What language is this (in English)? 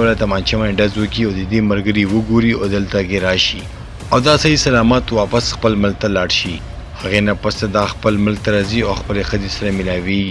Pashto